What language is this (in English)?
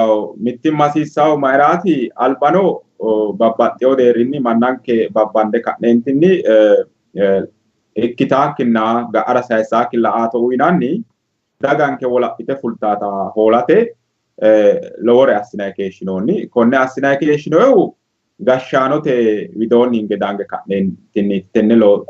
Sidamo